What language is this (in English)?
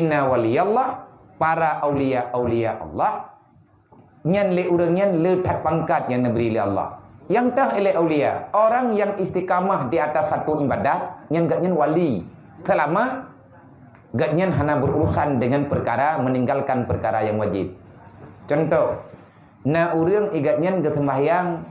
Achinese